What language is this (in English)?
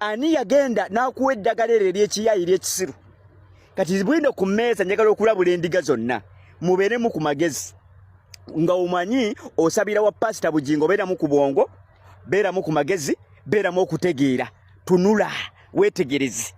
Ganda